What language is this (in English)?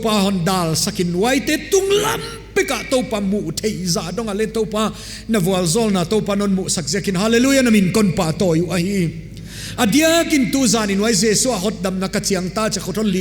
Paite Chin